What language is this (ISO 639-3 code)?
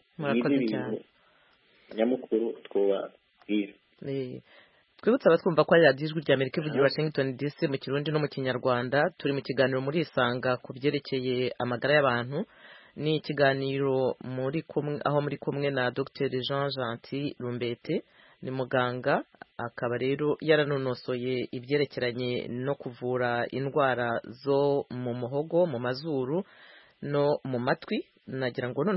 kin